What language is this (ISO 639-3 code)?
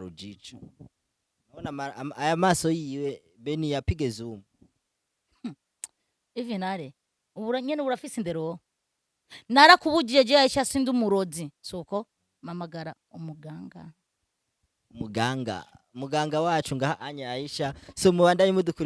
run